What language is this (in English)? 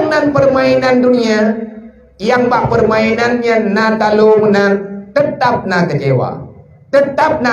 Achinese